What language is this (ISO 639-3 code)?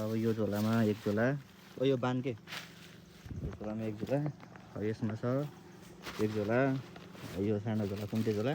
nep